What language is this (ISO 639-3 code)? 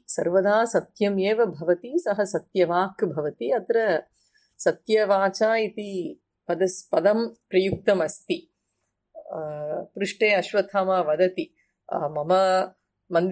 san